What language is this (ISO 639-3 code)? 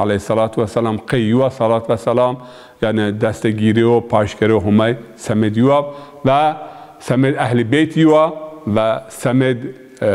zza